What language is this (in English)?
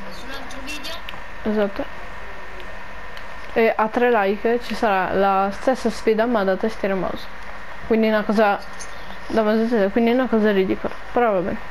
Italian